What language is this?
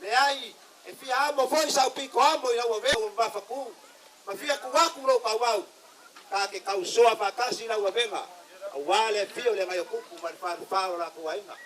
Samoan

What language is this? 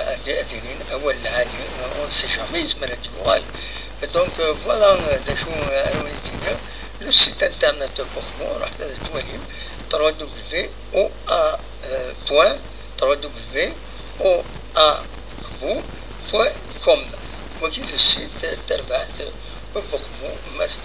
Kabyle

